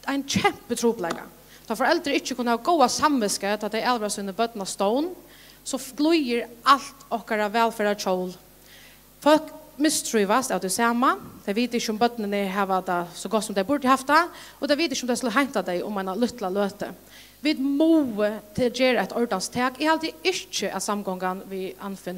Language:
Faroese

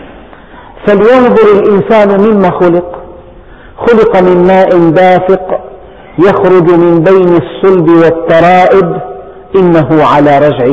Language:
Arabic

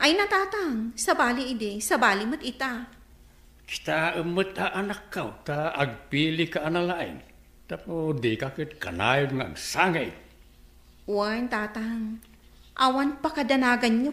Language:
Iloko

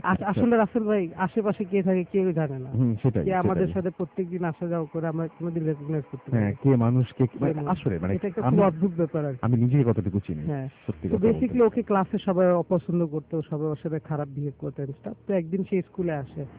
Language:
Bangla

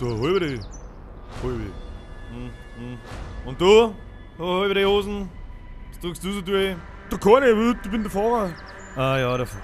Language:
Bavarian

